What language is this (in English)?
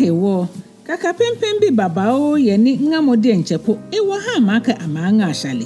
Ga